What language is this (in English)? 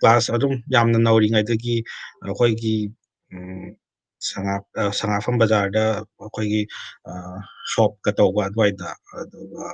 Manipuri